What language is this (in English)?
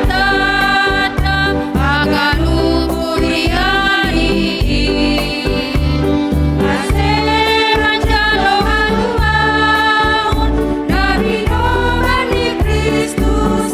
Batak Simalungun